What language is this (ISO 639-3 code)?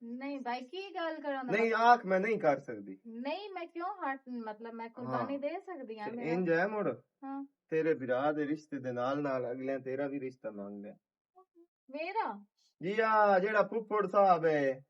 lah